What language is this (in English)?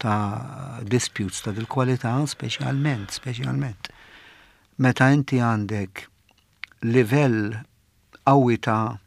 Maltese